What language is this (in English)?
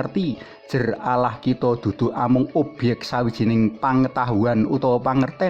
Javanese